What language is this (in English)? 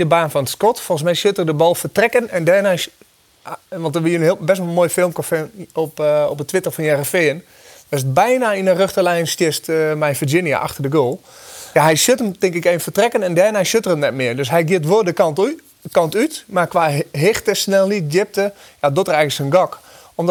Western Frisian